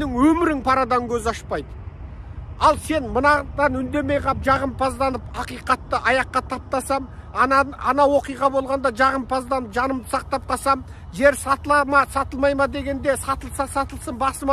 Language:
Kazakh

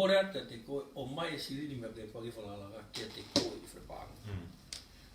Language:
Tongan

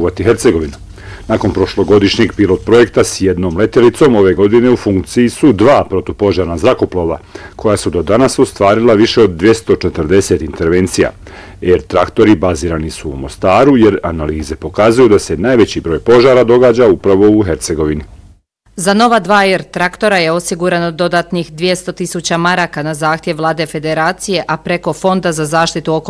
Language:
Bosnian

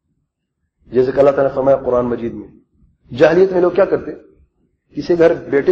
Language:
Urdu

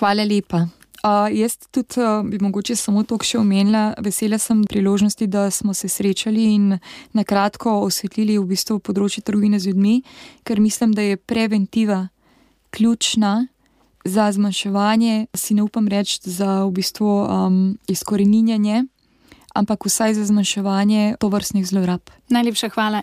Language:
Slovenian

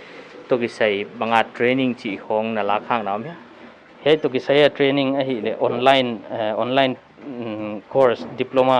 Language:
Paite Chin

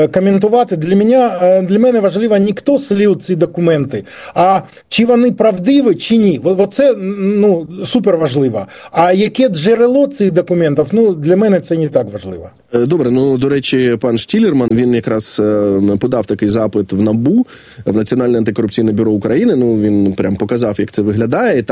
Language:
Ukrainian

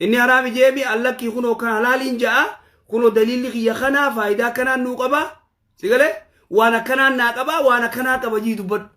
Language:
Oromo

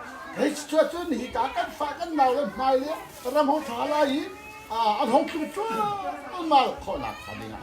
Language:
Hakha Chin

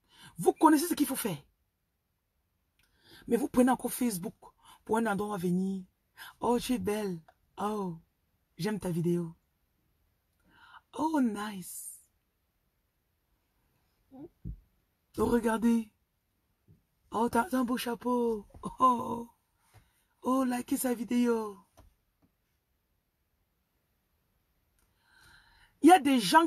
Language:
French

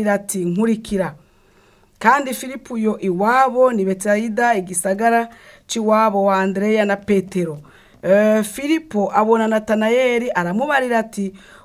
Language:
Rundi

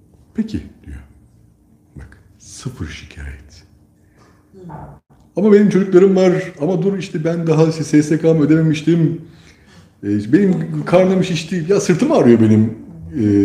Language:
Turkish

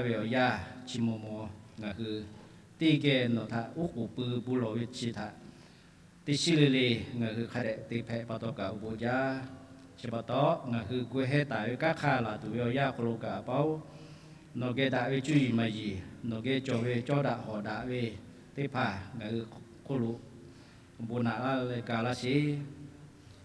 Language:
Lahu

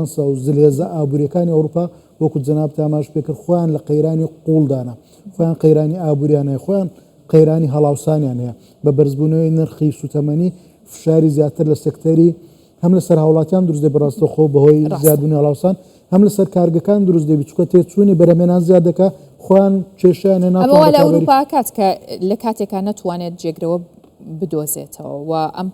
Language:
Central Kurdish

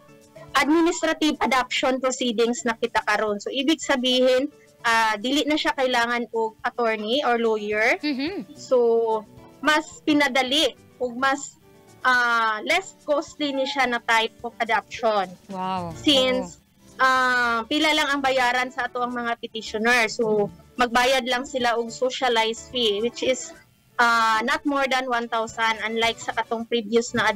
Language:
Cebuano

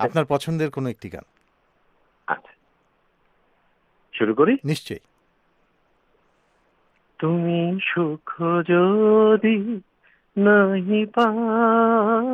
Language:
Bangla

